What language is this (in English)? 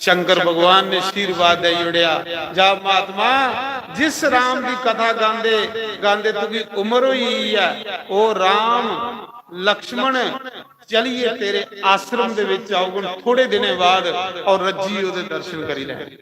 Dogri